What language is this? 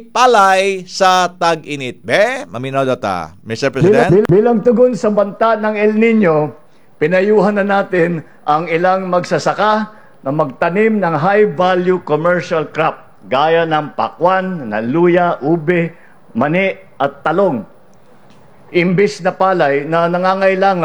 Filipino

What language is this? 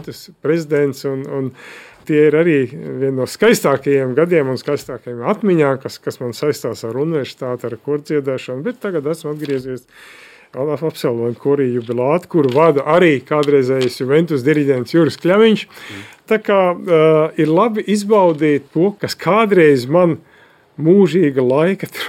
Latvian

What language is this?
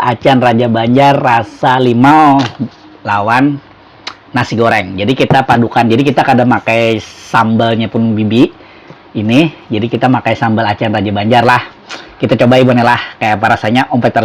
Banjar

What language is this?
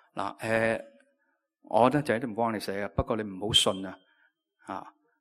Cantonese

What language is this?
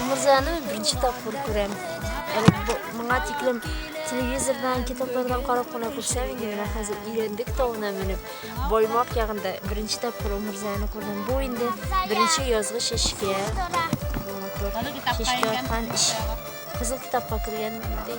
Bashkir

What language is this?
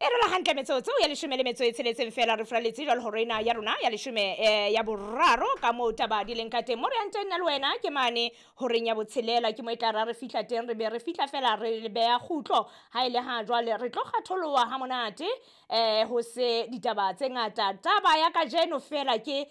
Southern Sotho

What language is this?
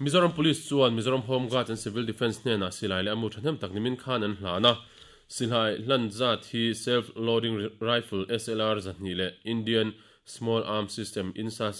Mizo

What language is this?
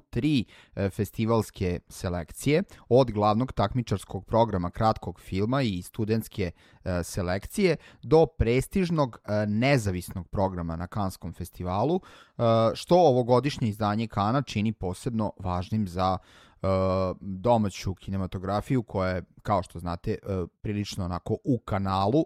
Serbian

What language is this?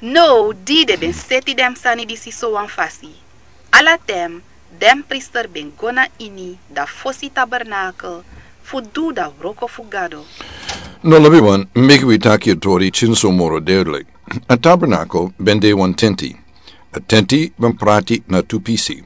Sranan Tongo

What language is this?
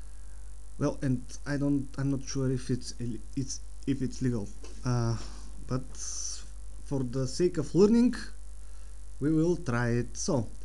English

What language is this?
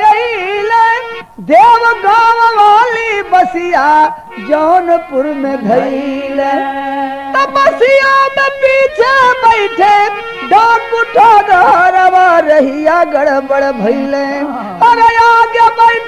Bhojpuri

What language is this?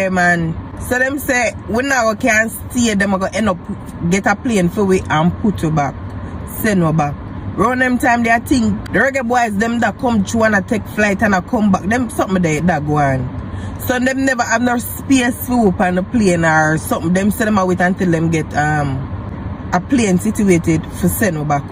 Jamaican Creole English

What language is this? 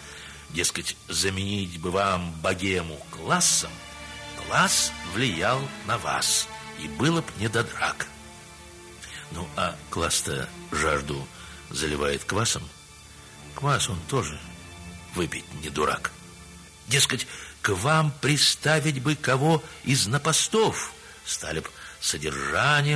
Russian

